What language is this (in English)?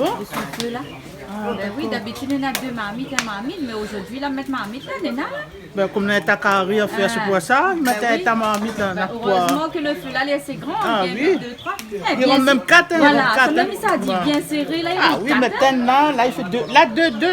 Réunion Creole French